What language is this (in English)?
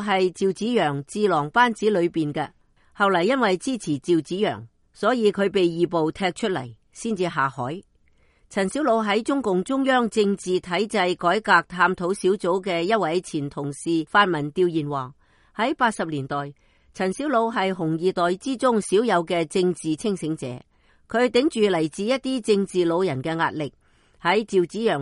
Cantonese